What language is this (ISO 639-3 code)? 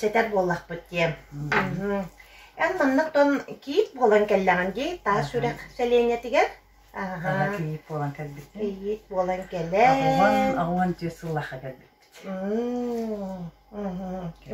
sah